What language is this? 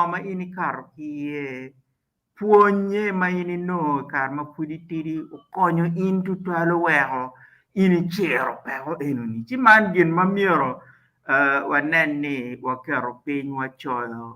Acoli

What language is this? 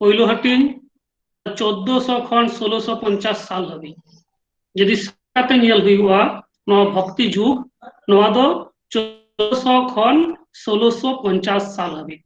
Santali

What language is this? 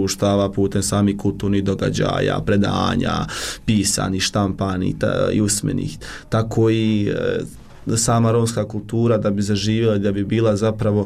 Bosnian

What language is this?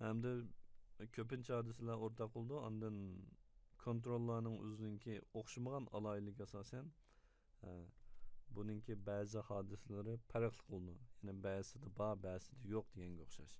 Uyghur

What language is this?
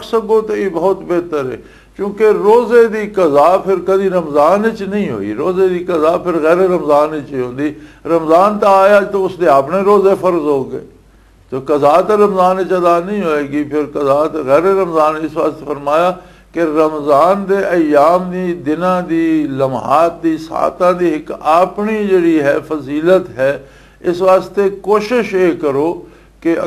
Western Panjabi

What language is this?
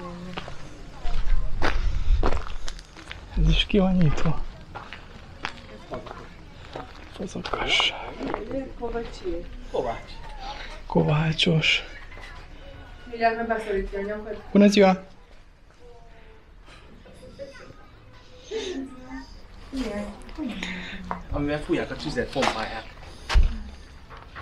Hungarian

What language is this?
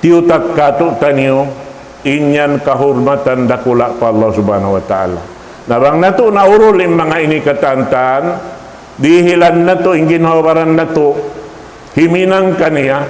Tausug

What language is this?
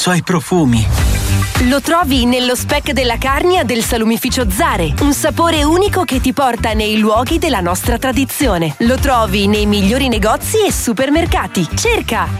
Italian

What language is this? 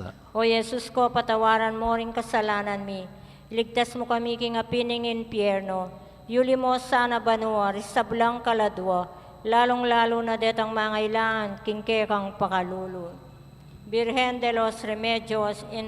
Pampanga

